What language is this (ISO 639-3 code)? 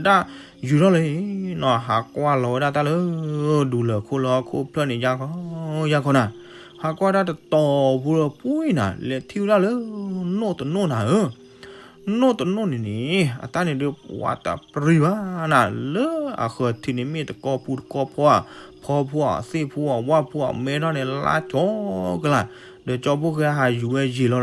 ksw